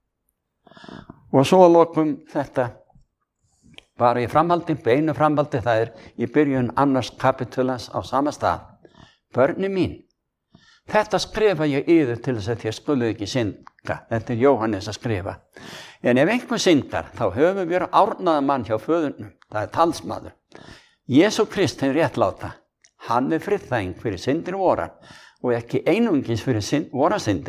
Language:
Icelandic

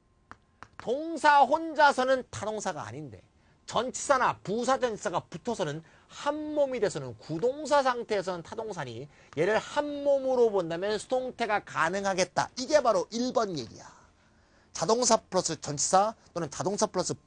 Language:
Korean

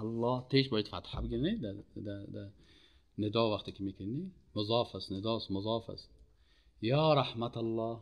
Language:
Persian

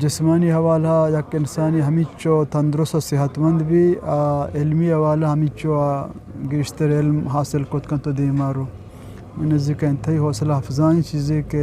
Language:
Eastern Balochi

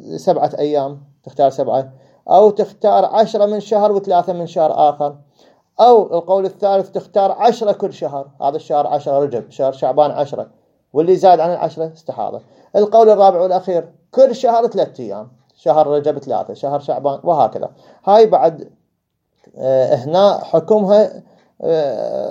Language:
Mesopotamian Arabic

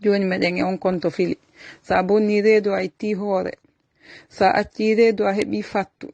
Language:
Fula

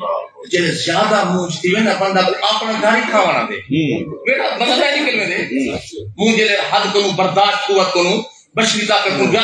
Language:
Saraiki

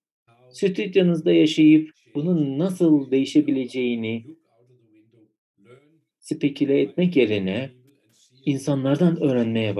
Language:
Turkish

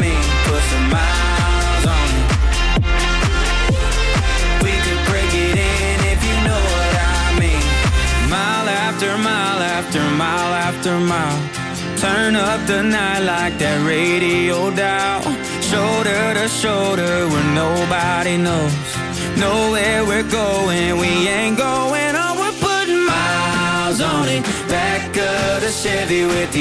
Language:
English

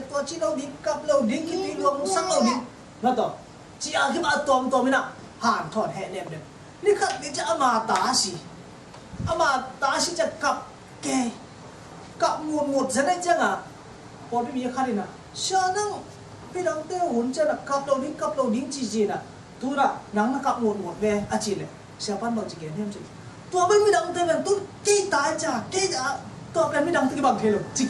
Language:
Tedim Chin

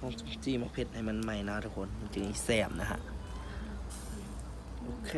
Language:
Lao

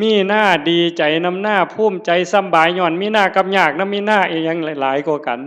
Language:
Northeastern Thai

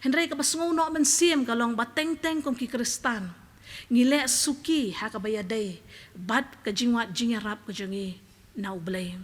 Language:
Khasi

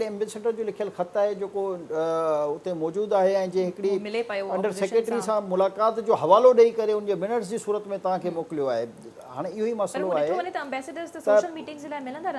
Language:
Sindhi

